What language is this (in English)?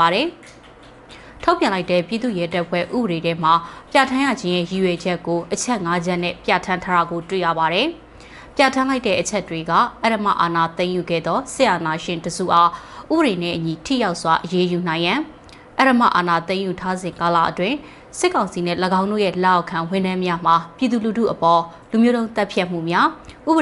Burmese